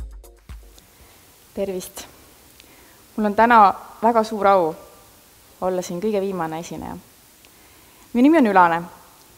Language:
Estonian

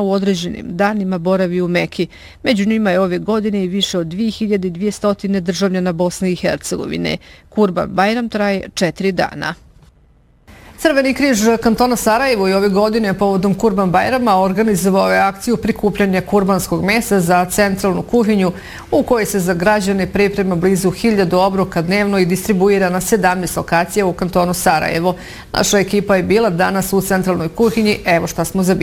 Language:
Bosnian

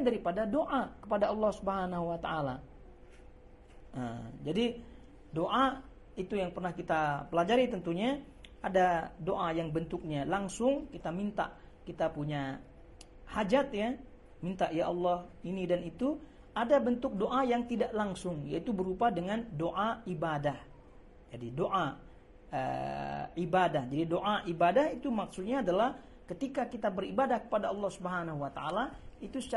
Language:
Indonesian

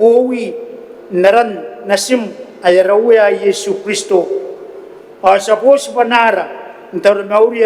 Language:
Gilbertese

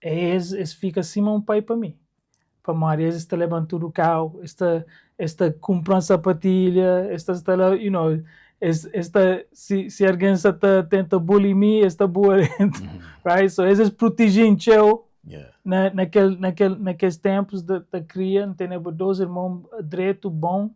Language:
Kabuverdianu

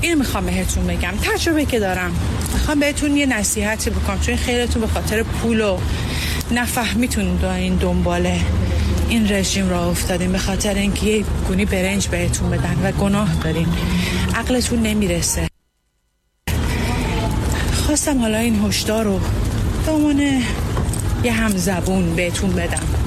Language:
Persian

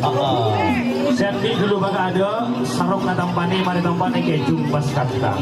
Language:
Madurese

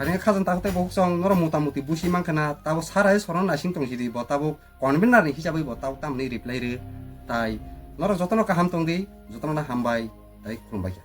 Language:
Kok Borok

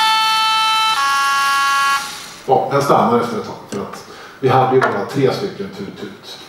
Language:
Swedish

